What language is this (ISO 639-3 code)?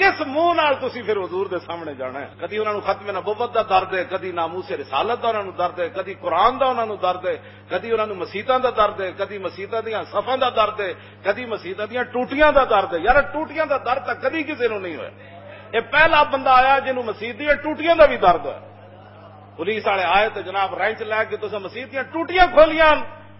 lah